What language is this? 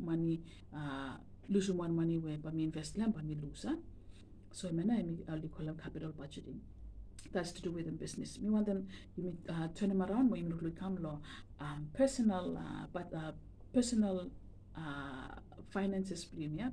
Bislama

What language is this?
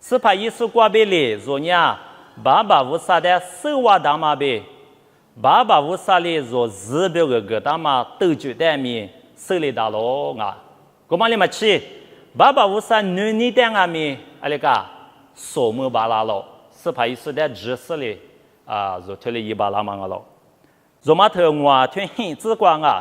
Lisu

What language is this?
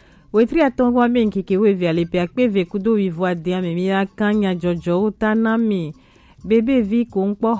Gen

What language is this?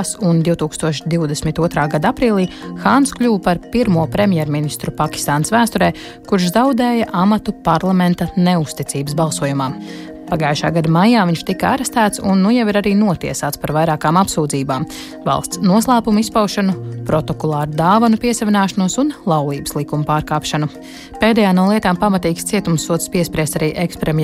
Latvian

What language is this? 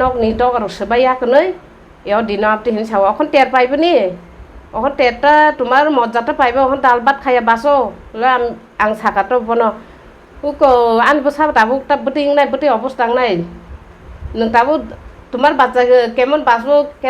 Kok Borok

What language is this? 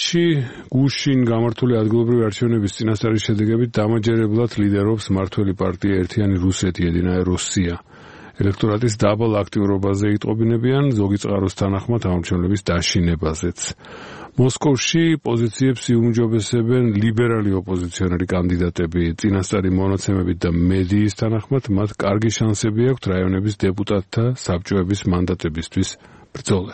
Georgian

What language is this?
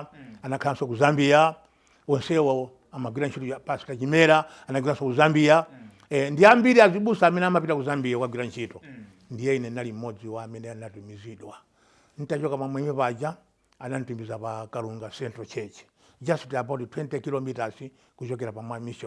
Nyanja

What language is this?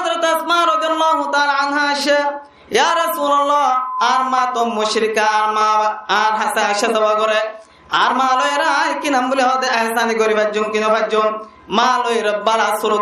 Rohingya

